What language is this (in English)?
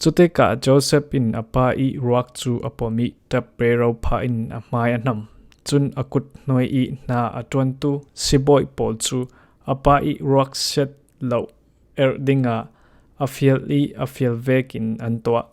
Falam Chin